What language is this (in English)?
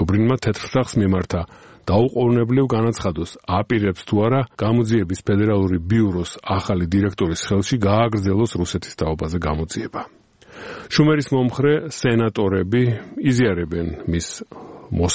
Georgian